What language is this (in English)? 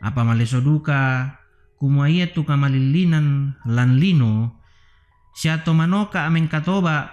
Toraja-Sa'dan